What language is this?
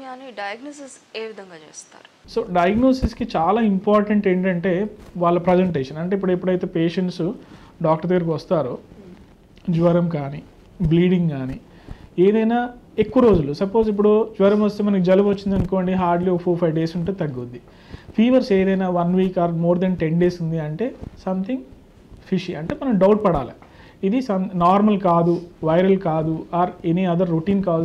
Telugu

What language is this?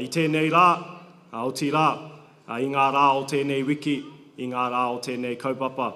Māori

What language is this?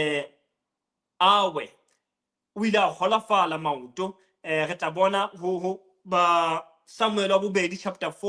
Southern Sotho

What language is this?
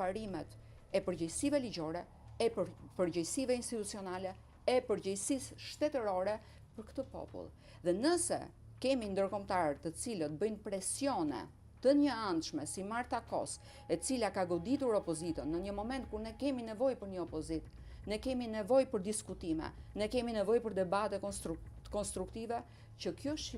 Albanian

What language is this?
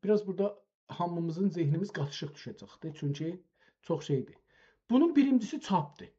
South Azerbaijani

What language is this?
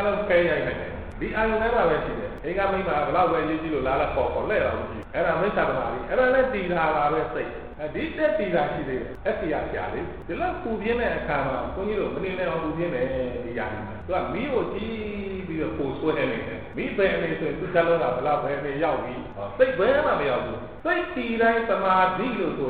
Burmese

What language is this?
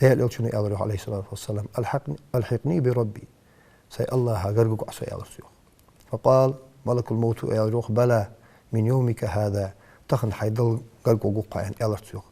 Ingush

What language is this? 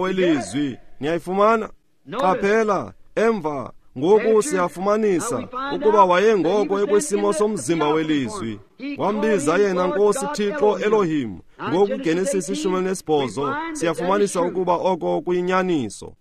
Xhosa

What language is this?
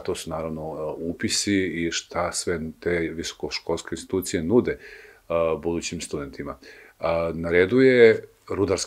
Bosnian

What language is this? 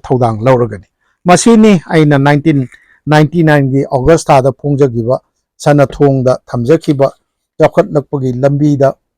Manipuri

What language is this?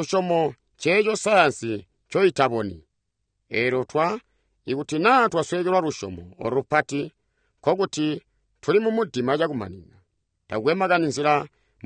Tonga (Zambia)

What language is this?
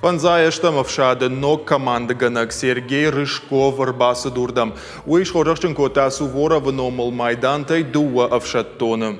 Ossetic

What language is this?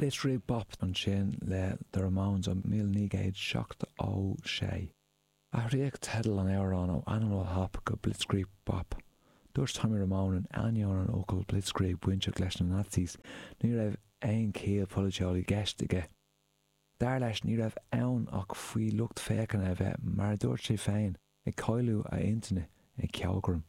Irish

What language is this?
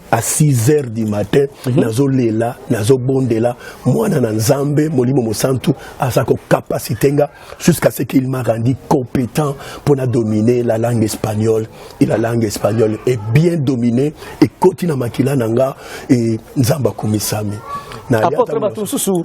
Lingala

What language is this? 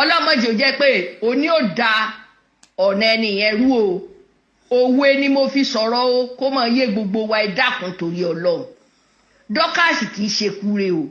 Yoruba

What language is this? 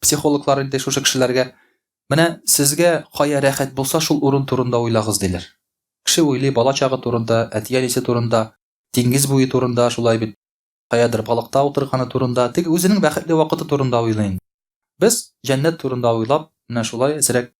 Tatar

